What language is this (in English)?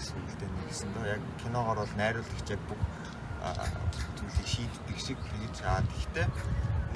Mongolian